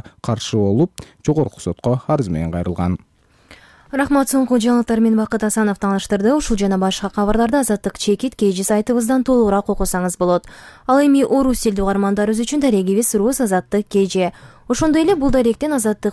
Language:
Kyrgyz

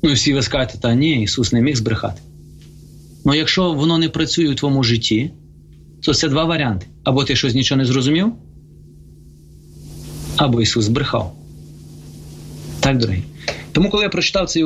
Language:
Ukrainian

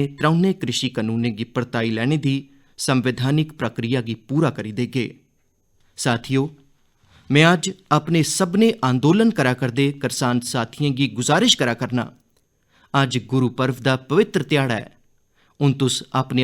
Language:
Dogri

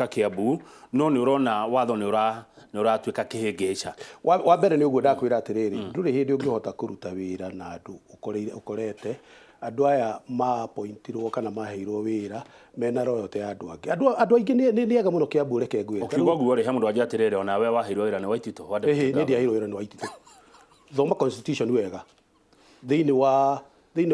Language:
Kikuyu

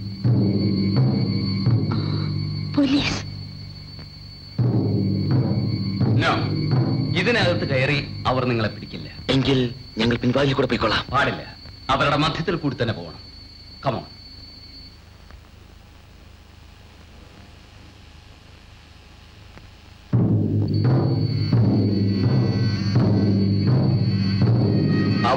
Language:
Malayalam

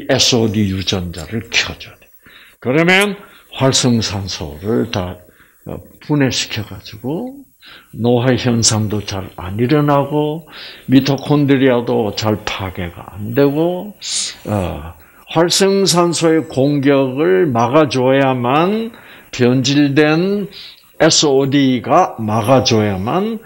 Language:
Korean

